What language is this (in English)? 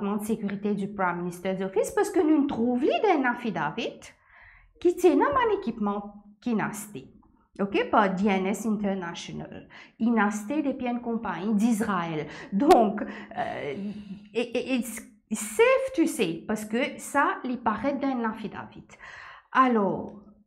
Morisyen